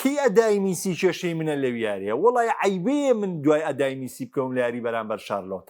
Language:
Central Kurdish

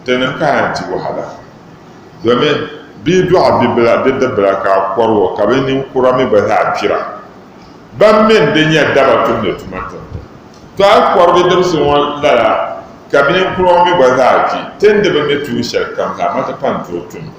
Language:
Dagbani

